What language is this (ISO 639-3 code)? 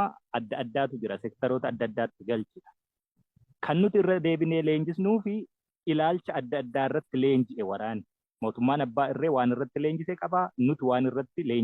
orm